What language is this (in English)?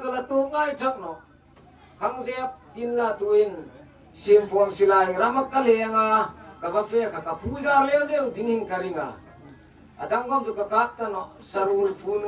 Hmar